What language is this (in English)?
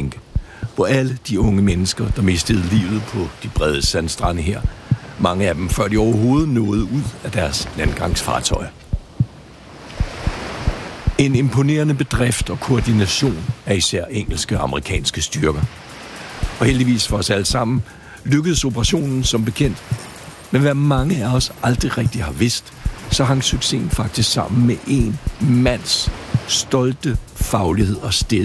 Danish